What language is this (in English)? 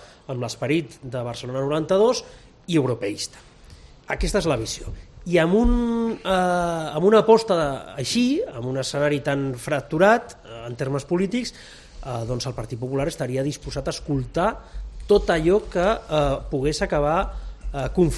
Catalan